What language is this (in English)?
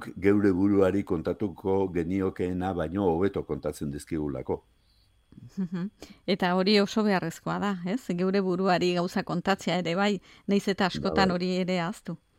Basque